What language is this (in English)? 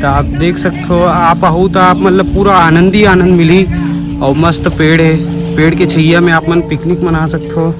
Chhattisgarhi